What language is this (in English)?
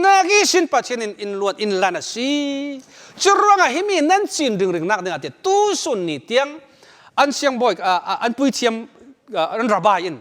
Falam Chin